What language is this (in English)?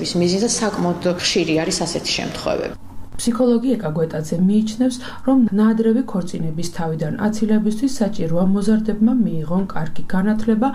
Georgian